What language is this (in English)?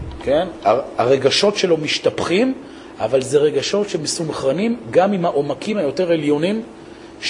Hebrew